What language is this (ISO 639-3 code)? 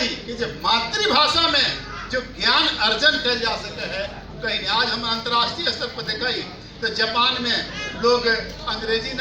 mag